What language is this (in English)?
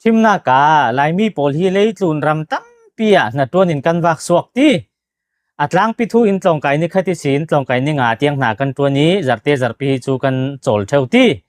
Falam Chin